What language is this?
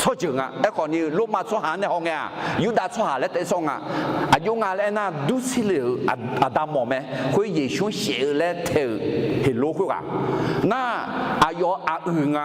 Akha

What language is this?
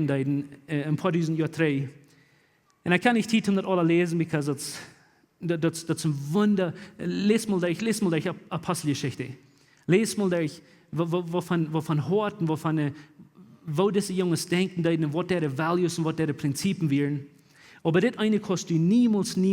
Plautdietsch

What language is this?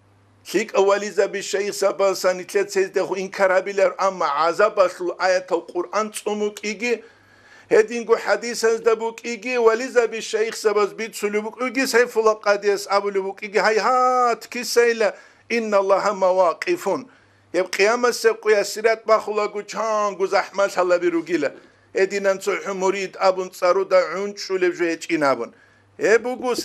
Avaric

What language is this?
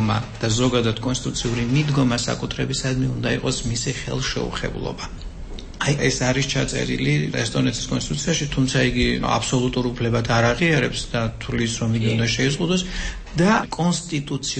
Georgian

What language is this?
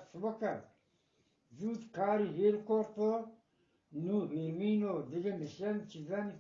Eastern Balochi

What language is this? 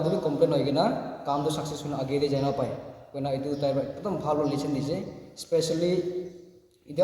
Naga Pidgin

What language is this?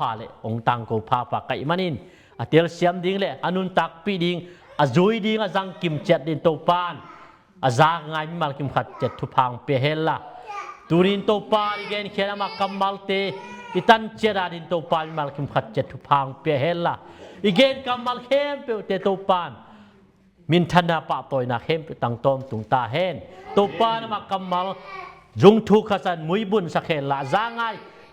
Tedim Chin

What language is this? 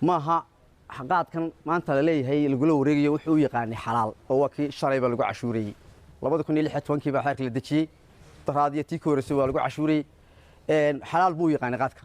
Somali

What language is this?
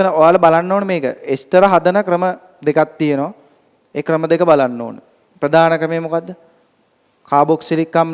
Sinhala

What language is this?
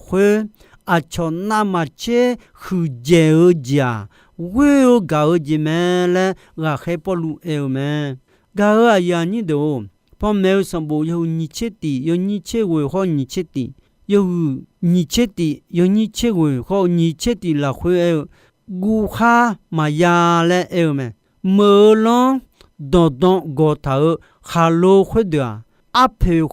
Akha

